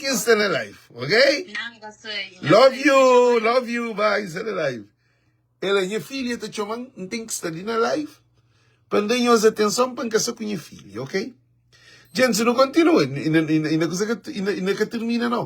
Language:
Kabuverdianu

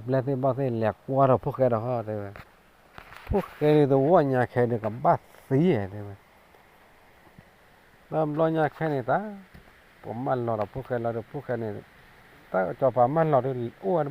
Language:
S'gaw Karen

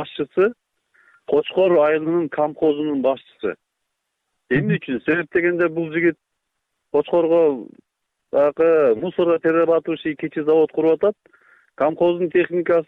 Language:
Kyrgyz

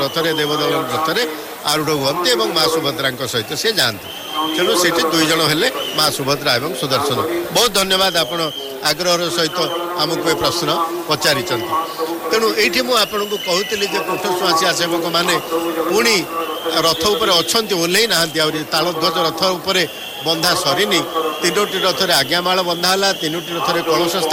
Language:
Odia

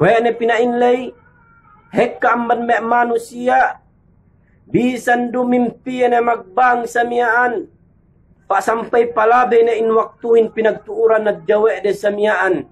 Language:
Yakan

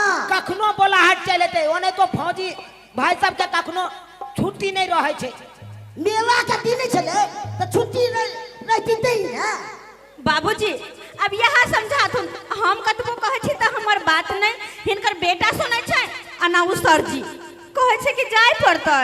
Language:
Maithili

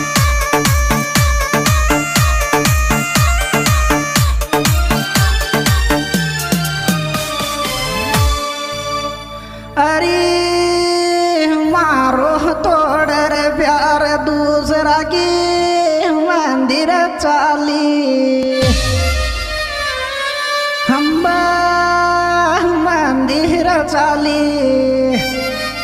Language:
Bhojpuri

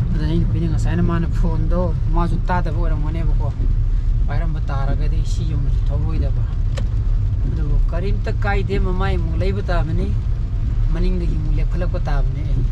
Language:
Manipuri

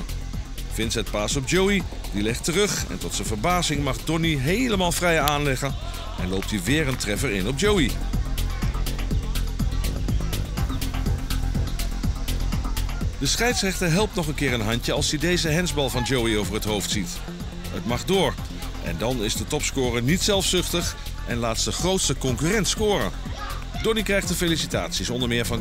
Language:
Dutch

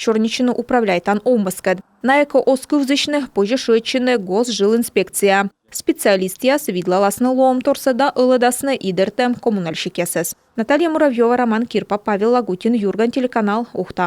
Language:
Komi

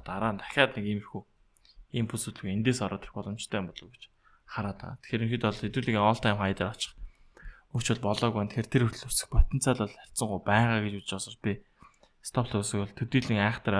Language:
Mongolian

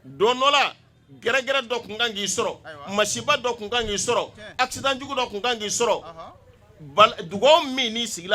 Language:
Bambara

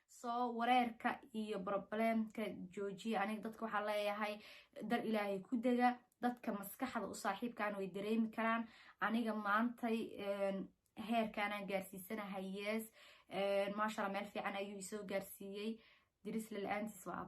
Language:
Somali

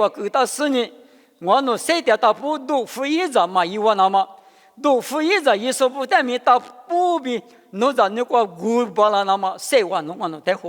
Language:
Lisu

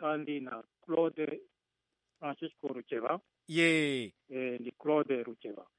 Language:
Kinyarwanda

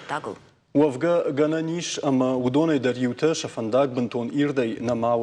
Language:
Ossetic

